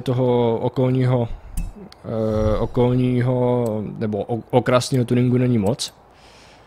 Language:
Czech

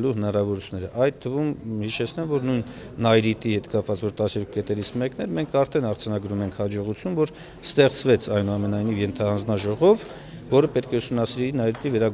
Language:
Armenian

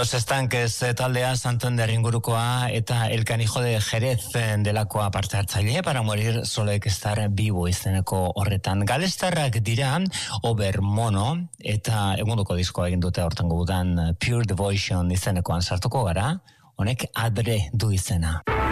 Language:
Basque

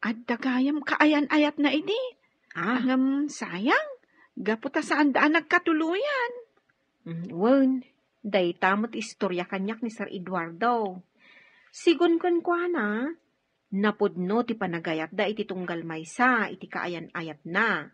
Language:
Iloko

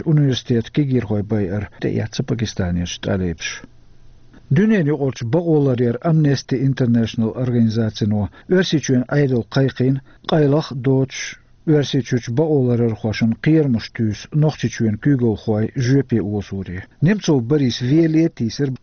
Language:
Chechen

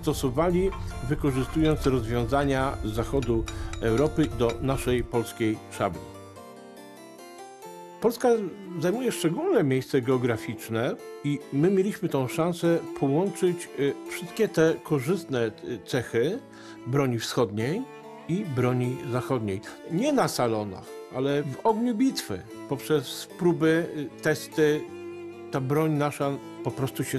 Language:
Polish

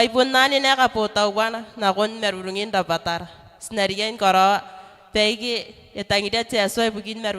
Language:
Gilbertese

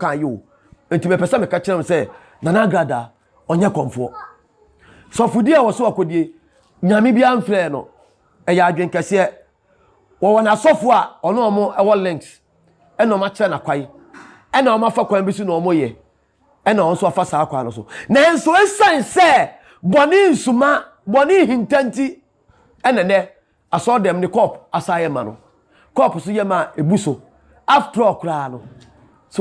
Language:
Akan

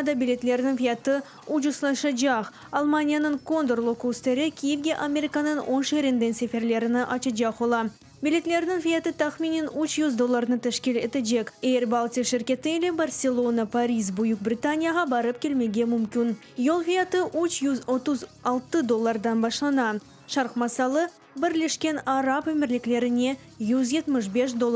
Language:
Crimean Tatar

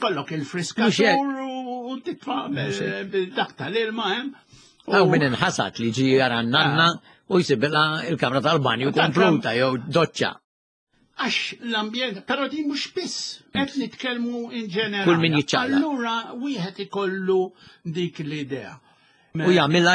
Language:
Maltese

